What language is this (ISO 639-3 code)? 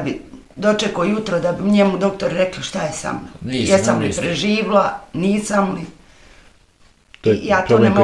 bos